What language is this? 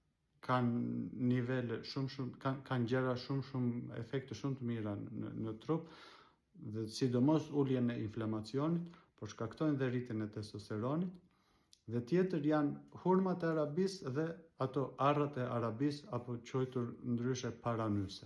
Albanian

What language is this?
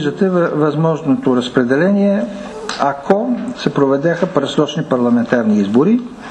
Bulgarian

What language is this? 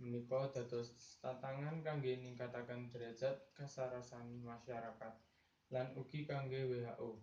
Javanese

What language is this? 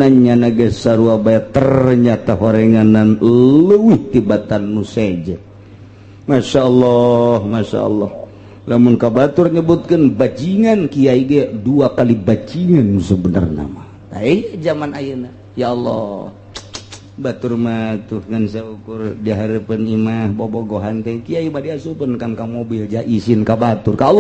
Sundanese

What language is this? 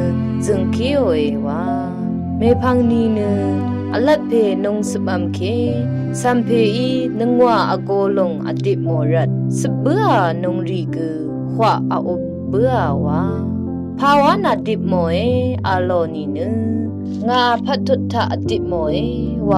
Rawang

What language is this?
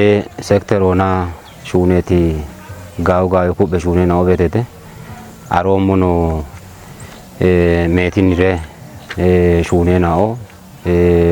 Kafa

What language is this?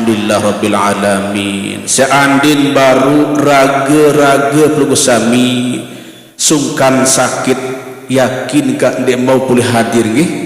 Sasak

